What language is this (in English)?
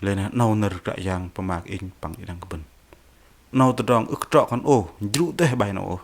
Bahnar